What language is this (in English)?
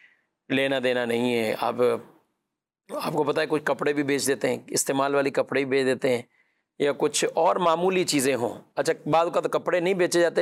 Urdu